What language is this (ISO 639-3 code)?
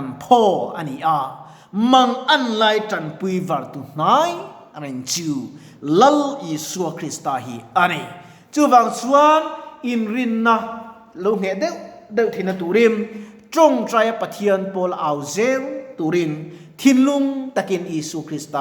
lus